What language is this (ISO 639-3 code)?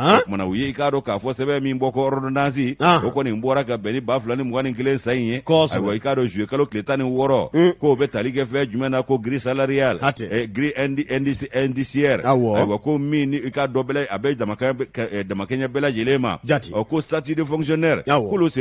bam